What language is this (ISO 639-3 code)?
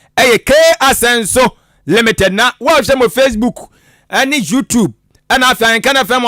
aka